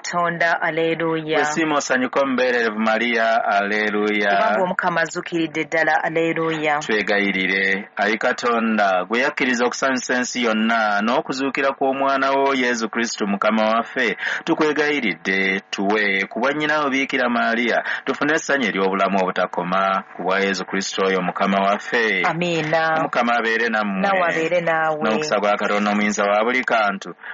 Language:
Ganda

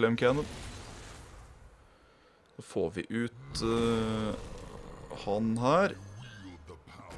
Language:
Norwegian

